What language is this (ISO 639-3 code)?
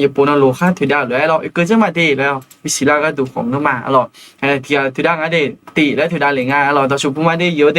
ahk